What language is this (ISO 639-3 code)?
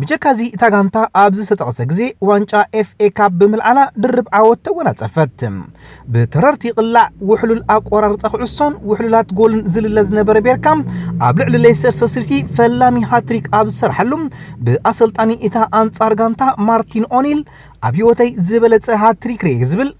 tir